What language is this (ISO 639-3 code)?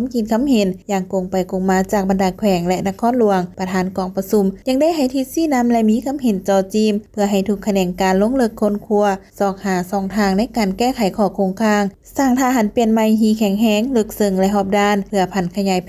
lao